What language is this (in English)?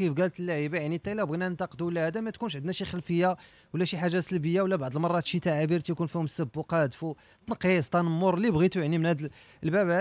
Moroccan Arabic